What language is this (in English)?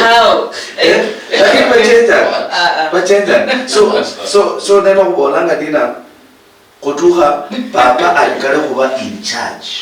Luyia